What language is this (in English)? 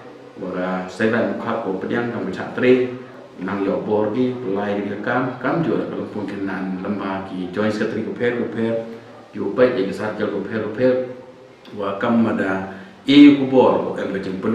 Khasi